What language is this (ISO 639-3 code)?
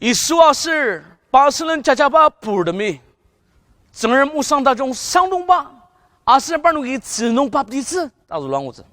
njo